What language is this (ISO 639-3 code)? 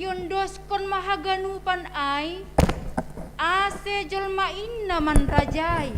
bts